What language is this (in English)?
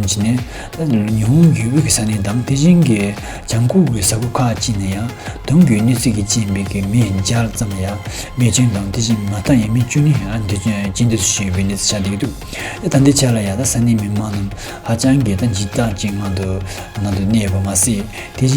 Tibetan